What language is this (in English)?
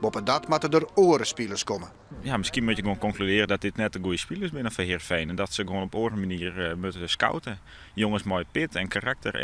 Western Frisian